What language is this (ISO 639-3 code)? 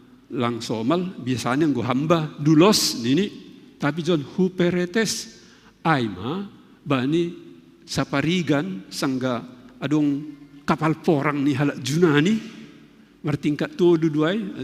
bts